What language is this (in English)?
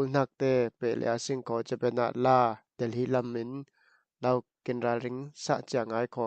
Falam Chin